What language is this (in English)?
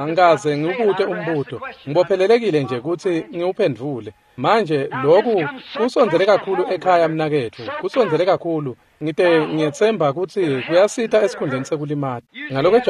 Swati